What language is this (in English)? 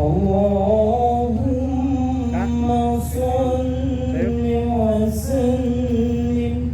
Betawi